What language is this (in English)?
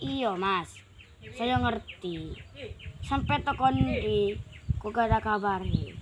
Madurese